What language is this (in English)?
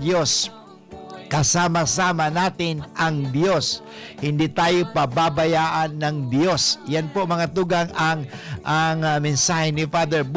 Bikol